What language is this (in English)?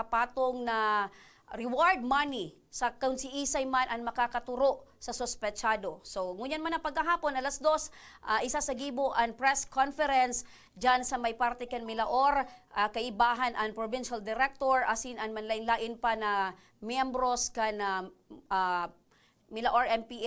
Bikol